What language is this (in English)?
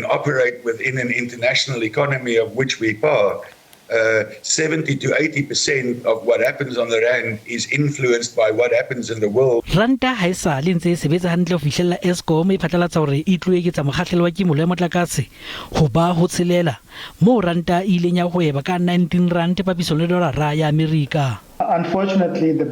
Southern Sotho